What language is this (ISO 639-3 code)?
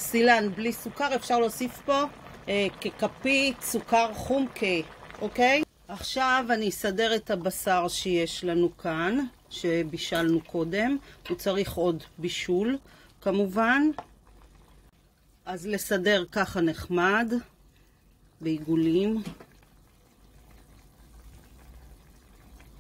heb